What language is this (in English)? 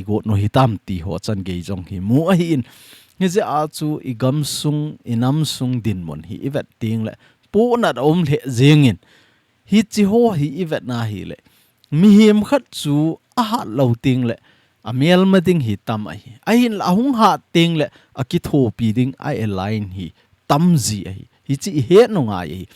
Thado Chin